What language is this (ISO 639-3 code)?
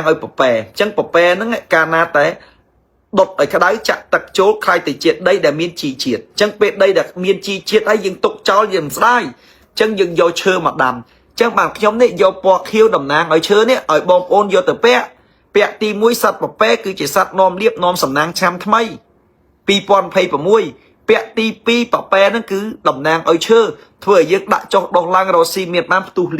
khm